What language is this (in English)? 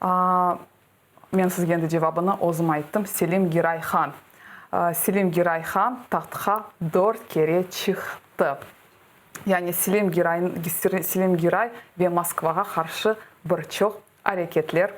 Crimean Tatar